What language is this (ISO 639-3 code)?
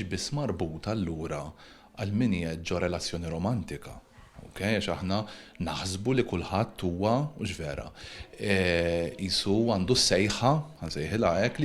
mlt